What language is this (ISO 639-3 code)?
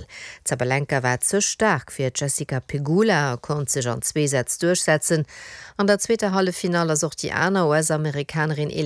ltz